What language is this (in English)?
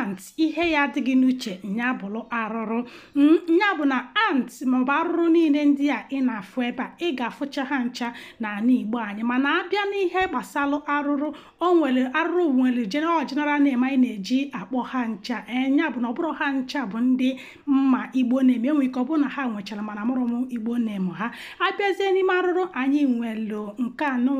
Igbo